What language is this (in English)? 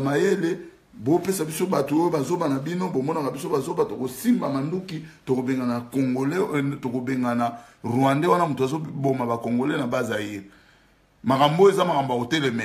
Lingala